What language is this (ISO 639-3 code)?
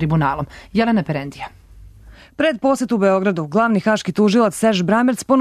srp